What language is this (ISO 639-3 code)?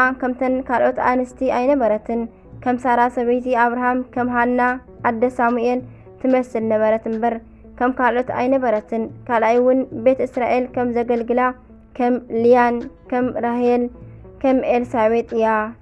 tir